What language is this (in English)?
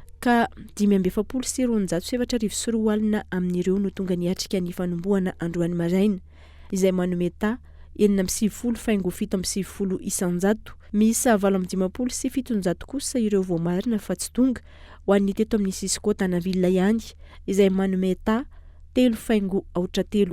Malagasy